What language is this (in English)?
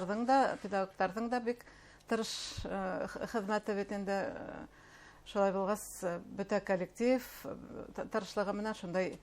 Bashkir